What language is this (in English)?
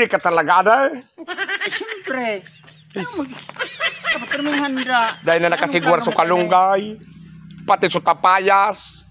Bikol